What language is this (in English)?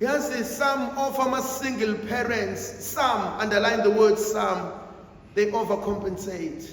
Zulu